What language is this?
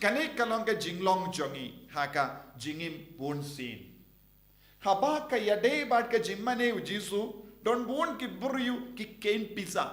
Khasi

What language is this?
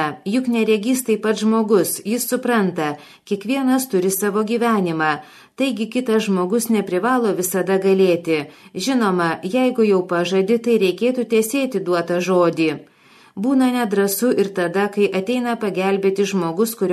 Lithuanian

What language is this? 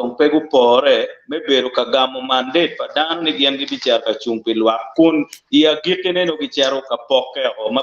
Acoli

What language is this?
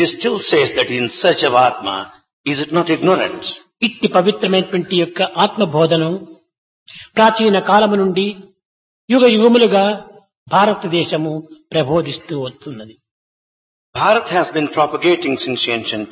Telugu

